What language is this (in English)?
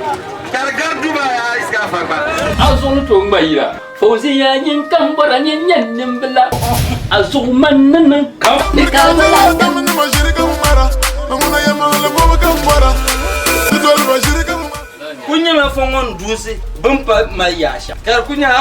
Dagbani